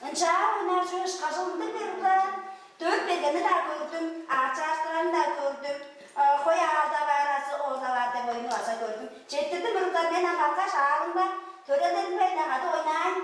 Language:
Tuvinian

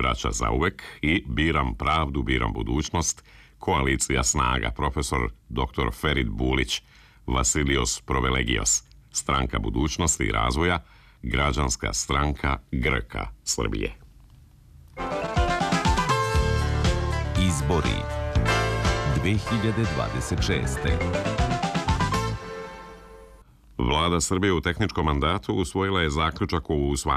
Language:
Serbian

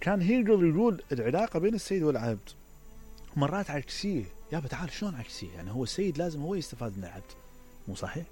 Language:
Mesopotamian Arabic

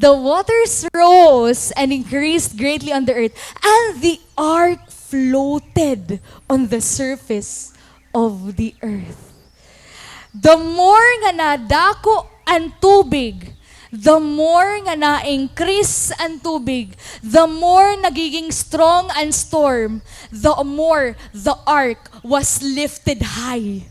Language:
Waray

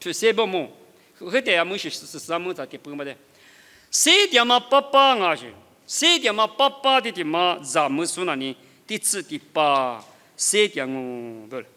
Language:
Lisu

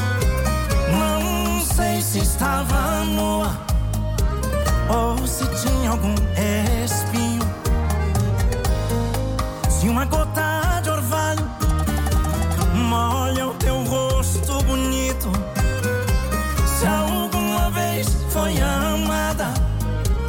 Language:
Portuguese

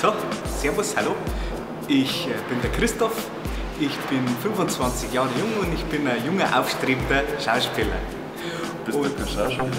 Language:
Bavarian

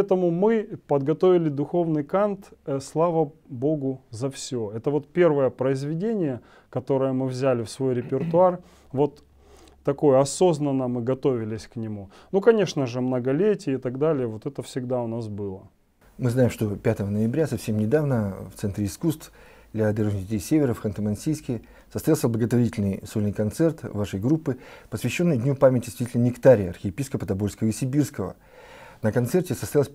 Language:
Russian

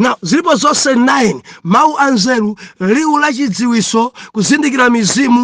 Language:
Nyanja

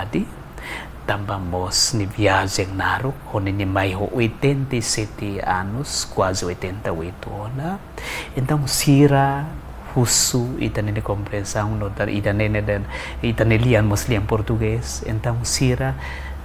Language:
Tetum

